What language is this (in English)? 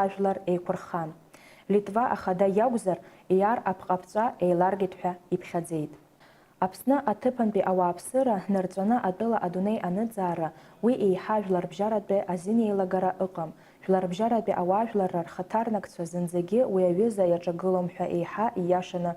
Abkhazian